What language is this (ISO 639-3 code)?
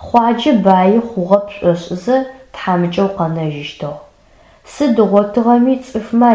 ady